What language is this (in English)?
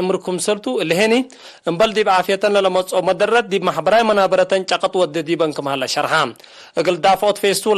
Tigre